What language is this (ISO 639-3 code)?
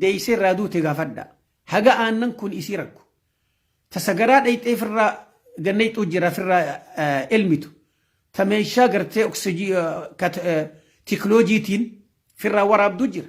orm